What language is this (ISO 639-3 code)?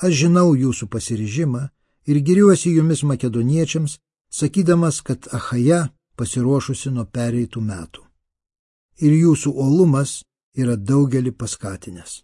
lit